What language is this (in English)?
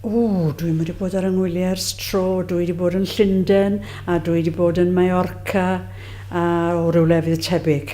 Welsh